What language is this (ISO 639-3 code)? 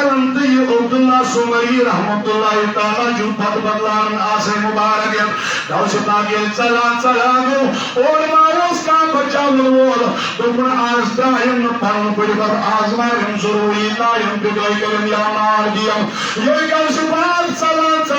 kas